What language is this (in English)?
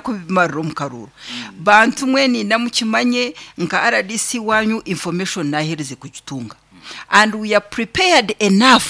Nyankole